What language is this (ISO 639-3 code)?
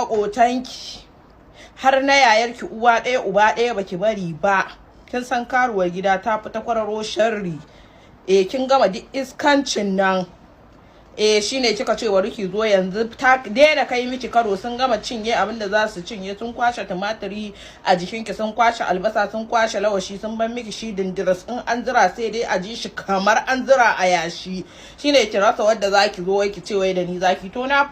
hau